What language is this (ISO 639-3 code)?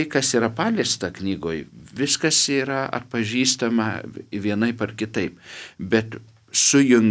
lit